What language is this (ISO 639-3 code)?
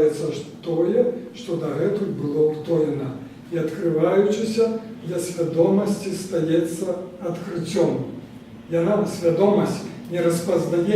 bel